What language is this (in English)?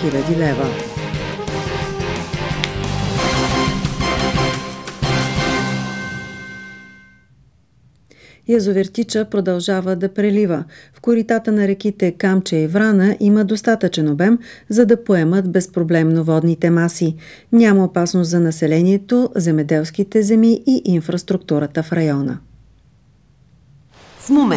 Bulgarian